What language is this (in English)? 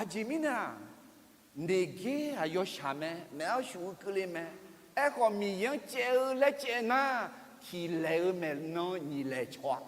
Akha